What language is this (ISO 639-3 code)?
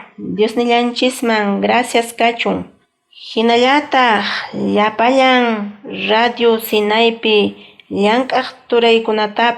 que